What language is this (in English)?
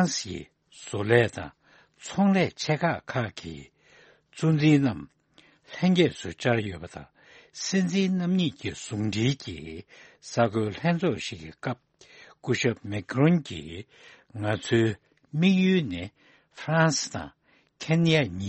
Tibetan